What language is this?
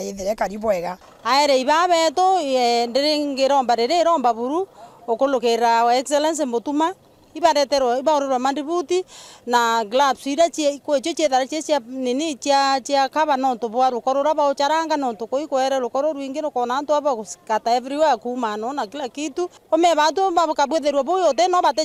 Meru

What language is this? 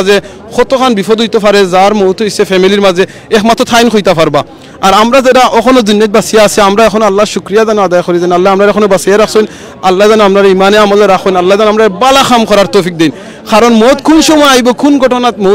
Sylheti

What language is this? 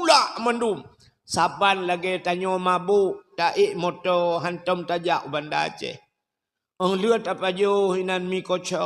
Achinese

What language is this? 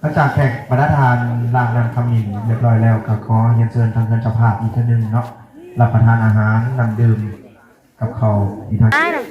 Northeastern Thai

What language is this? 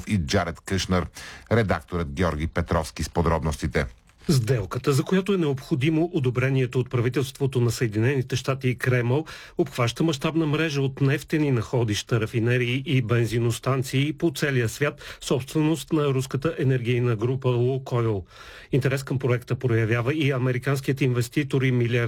Bulgarian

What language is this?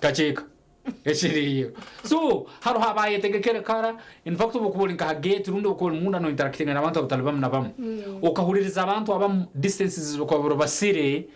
Nyankole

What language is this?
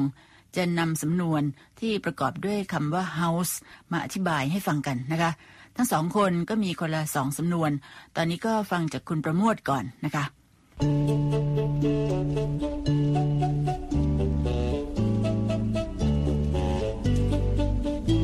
Thai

